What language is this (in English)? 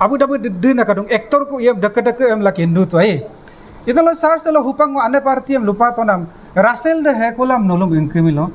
Adi